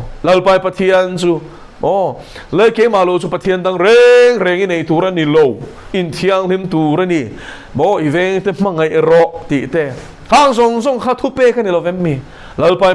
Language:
Mizo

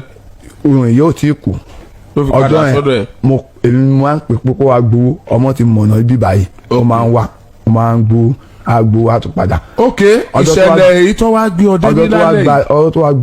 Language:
Yoruba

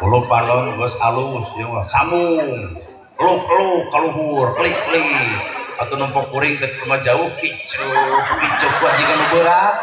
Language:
Sundanese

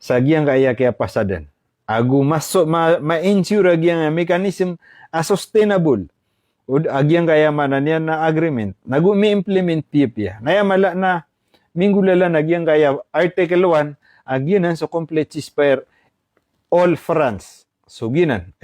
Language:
Maranao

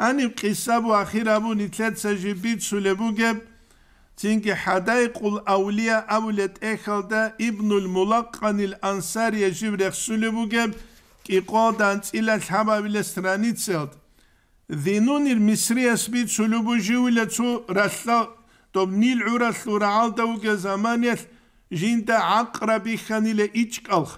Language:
Avaric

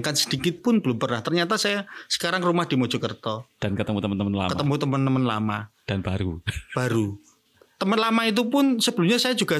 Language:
Indonesian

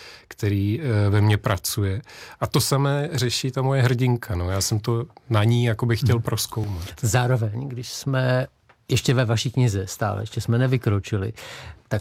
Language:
Czech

